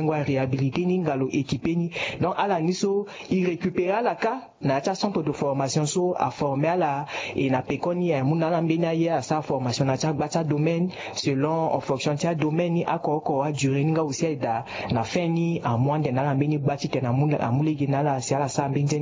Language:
Sango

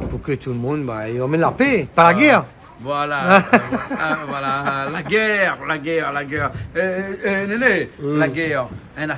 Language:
Réunion Creole French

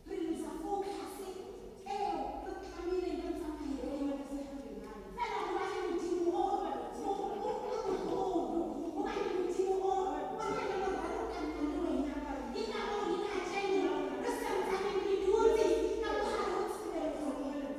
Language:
Tswana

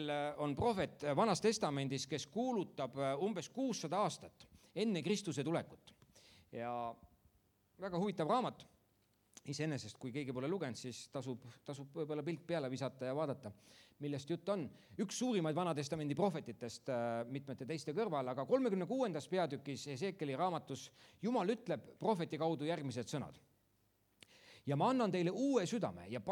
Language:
Estonian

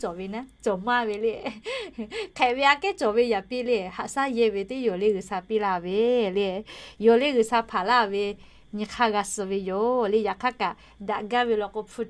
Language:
Lahu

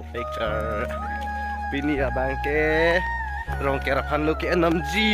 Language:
Karbi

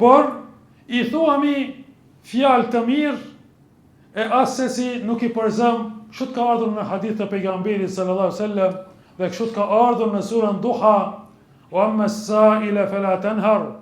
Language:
Albanian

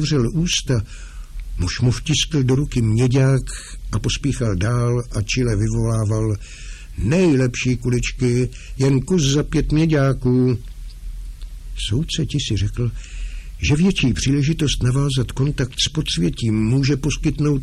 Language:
Czech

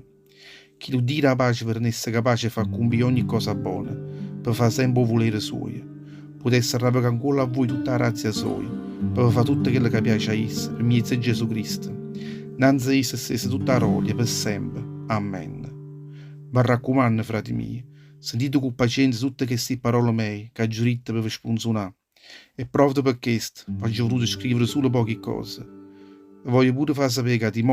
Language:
Neapolitan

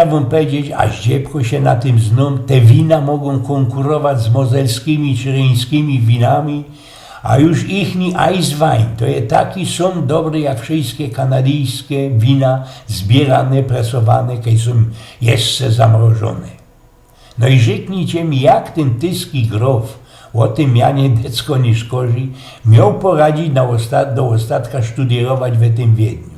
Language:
Silesian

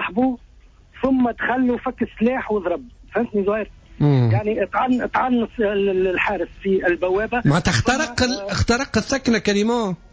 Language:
Tunisian Arabic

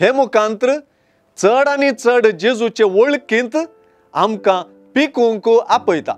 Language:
Konkani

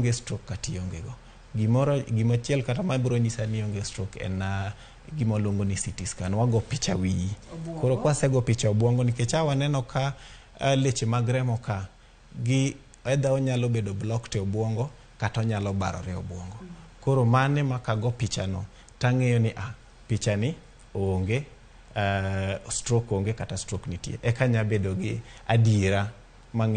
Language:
Luo (Kenya and Tanzania)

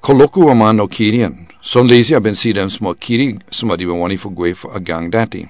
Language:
Sranan Tongo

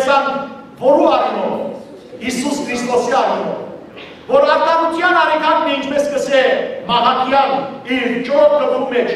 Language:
Western Armenian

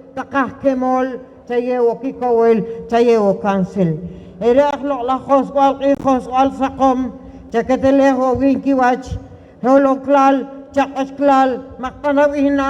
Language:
Poqomchi'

